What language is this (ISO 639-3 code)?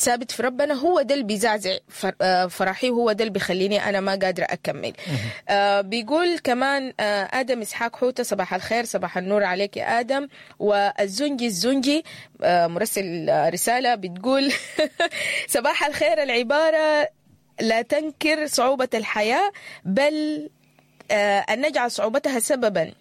apd